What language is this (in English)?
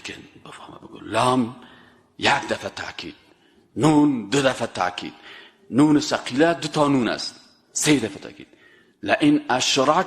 Persian